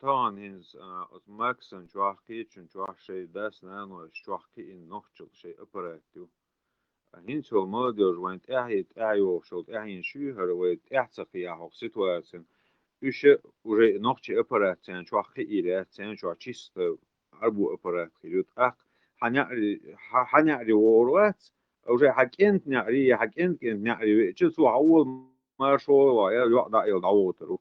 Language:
Chechen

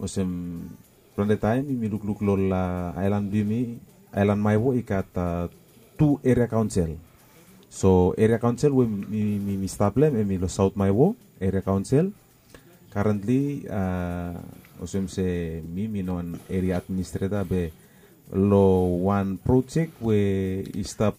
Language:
Bislama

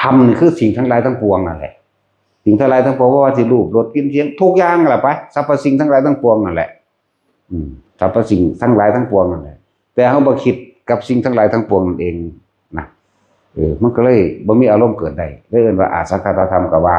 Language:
Northeastern Thai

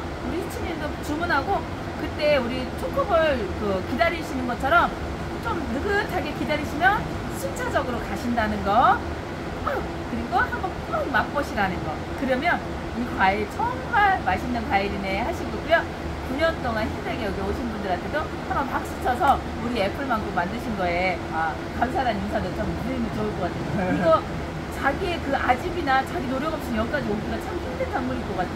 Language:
Korean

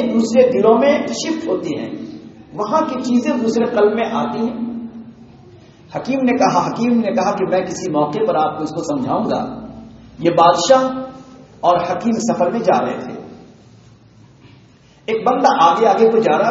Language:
Urdu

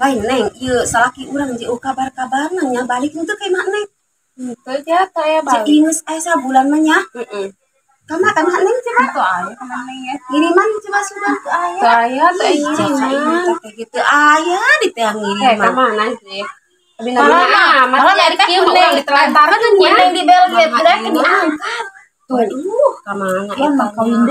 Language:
Sundanese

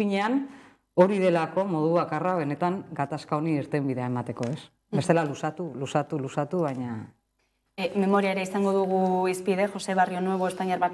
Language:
Basque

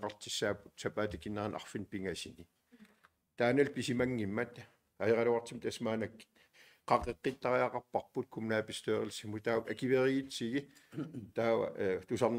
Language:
Kalaallisut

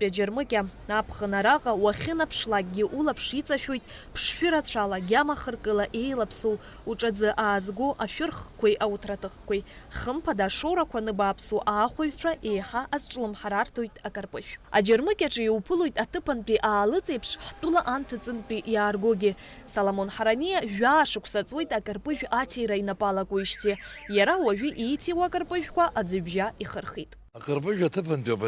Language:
Abkhazian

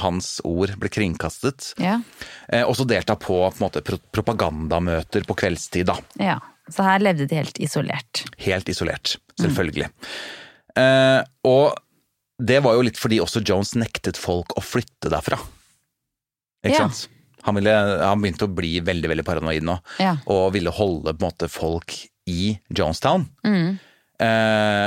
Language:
Norwegian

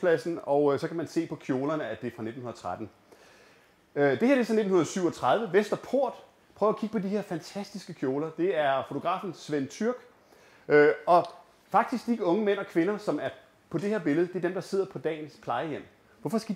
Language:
Danish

